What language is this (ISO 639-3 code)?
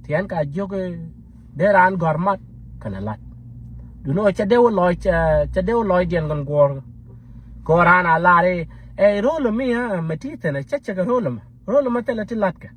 nus